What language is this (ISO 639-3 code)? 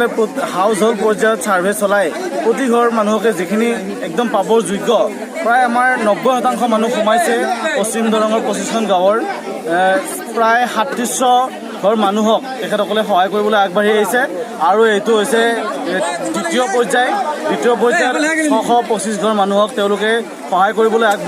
asm